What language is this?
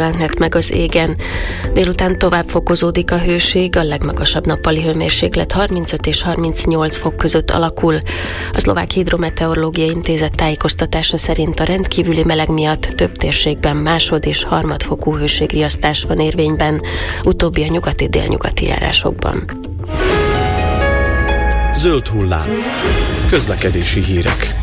Hungarian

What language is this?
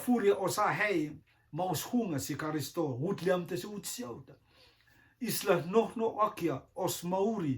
Rotuman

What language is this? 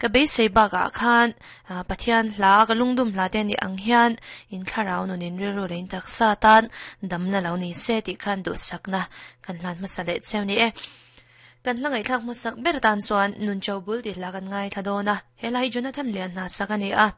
Mizo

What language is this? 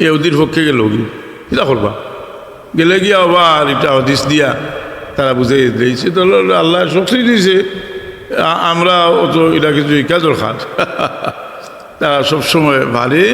Sylheti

